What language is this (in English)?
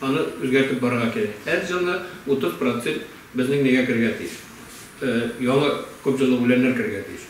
Tatar